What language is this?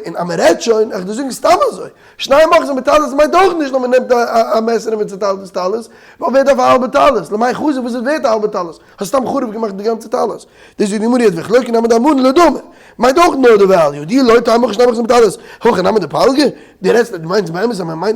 Yiddish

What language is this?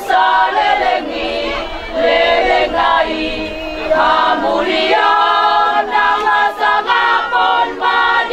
Batak Toba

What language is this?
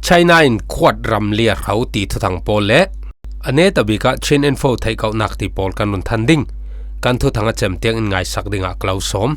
Falam Chin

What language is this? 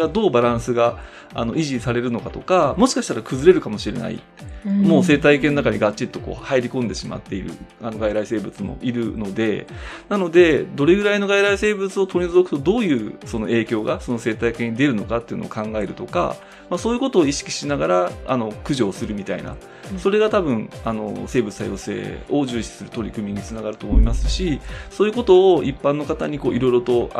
Japanese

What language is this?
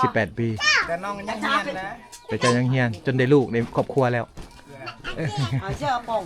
Lao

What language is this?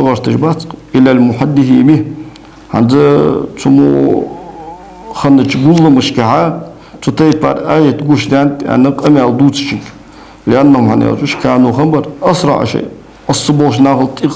Ingush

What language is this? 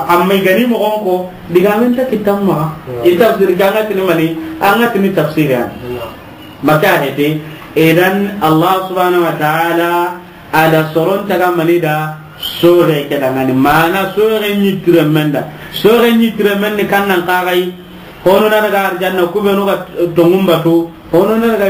Soninke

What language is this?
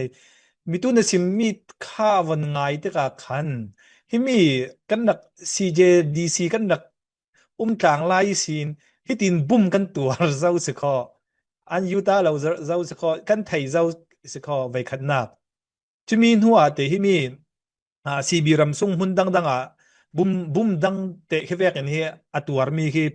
Falam Chin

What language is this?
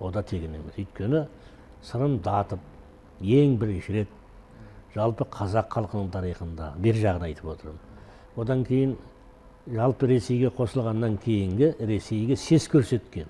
Kazakh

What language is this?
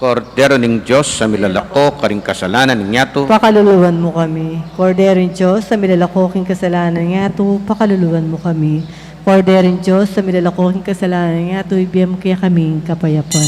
Pampanga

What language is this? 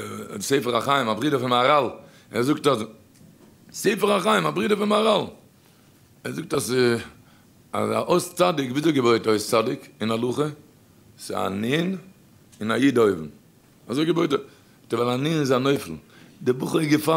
Yiddish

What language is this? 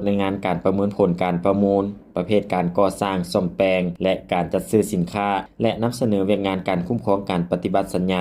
Lao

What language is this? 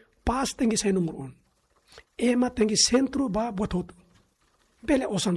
Tetum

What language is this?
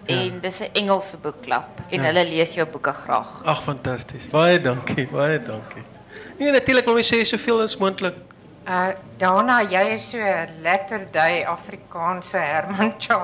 Afrikaans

